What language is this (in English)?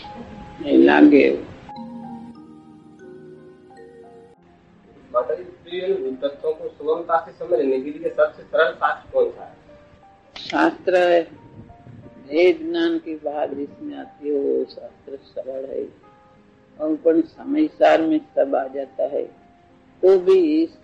Gujarati